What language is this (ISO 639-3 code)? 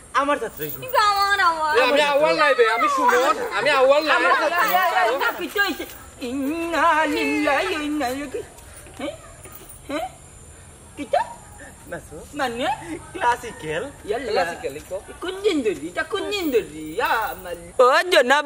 syl